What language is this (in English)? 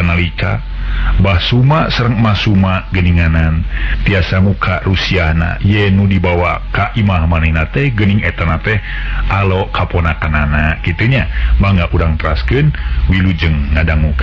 Sundanese